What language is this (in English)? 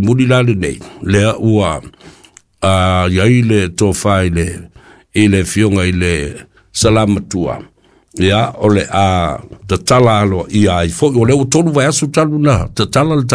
Samoan